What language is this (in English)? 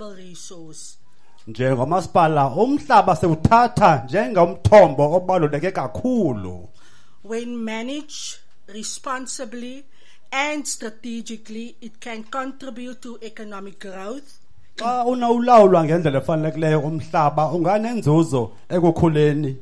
Xhosa